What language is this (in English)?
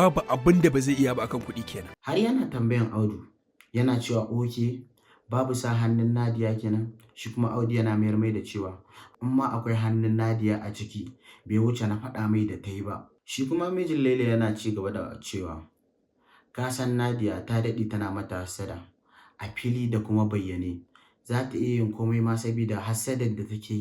Hausa